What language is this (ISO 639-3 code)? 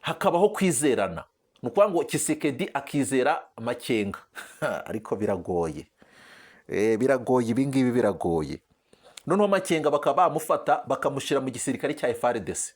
kin